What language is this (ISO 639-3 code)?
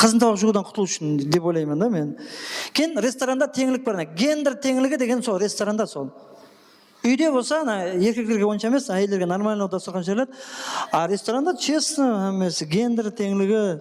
kaa